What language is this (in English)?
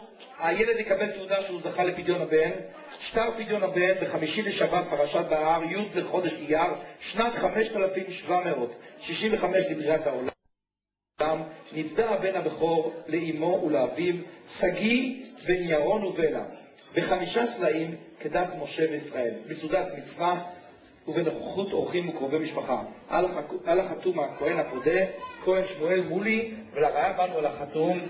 Hebrew